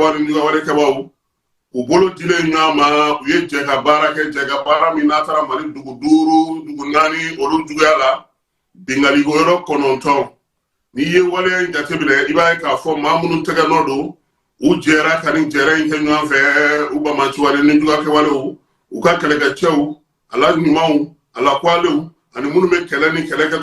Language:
Bambara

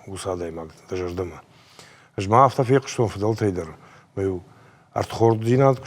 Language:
Ossetic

